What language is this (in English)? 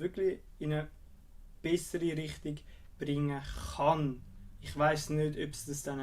Swiss German